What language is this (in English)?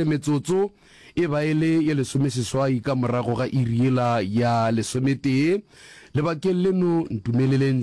Northern Sotho